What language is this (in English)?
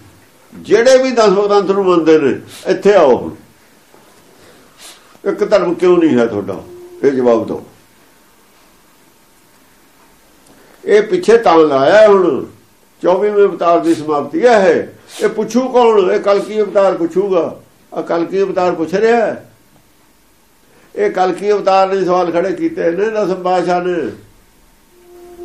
Punjabi